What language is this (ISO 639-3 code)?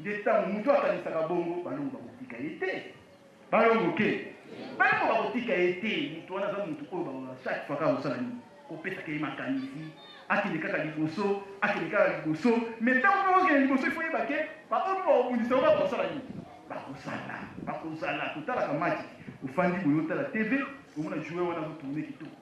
lin